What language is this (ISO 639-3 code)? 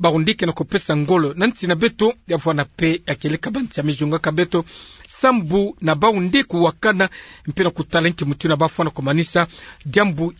ktu